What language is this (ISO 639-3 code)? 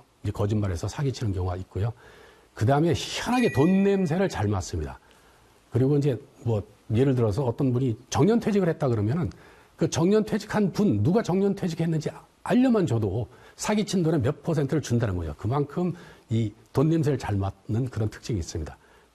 kor